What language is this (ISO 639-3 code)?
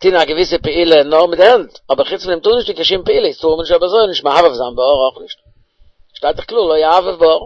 yid